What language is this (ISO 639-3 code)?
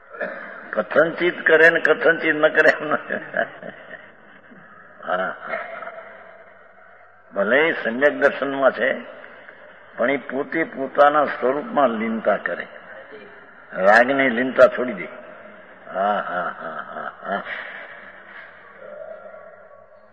guj